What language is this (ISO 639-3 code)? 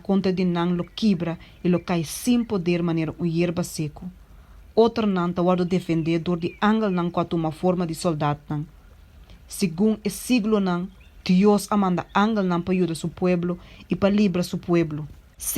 pap